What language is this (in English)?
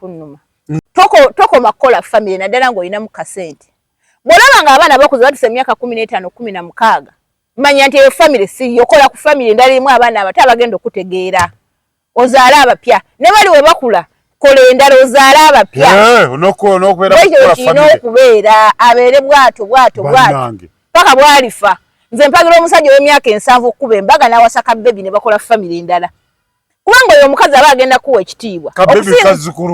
Ganda